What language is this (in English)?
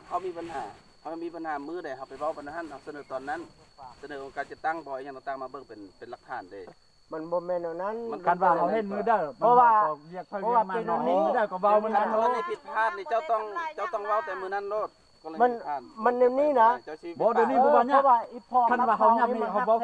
Lao